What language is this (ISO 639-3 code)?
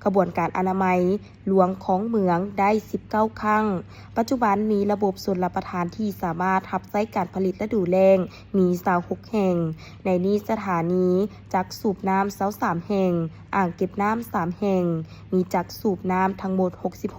lao